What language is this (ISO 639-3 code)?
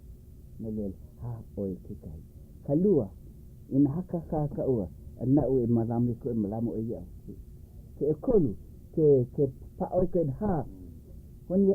haw